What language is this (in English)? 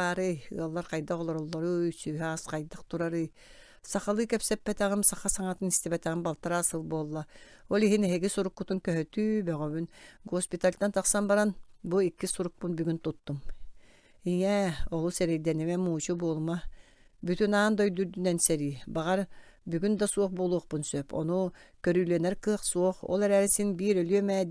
Yakut